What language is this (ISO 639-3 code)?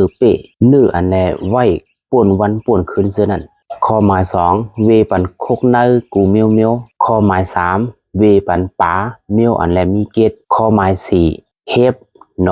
shn